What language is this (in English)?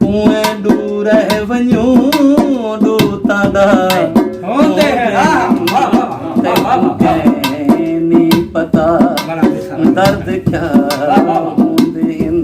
Saraiki